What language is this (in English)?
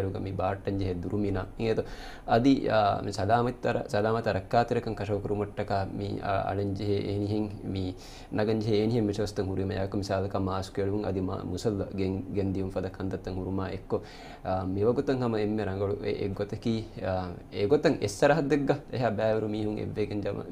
Divehi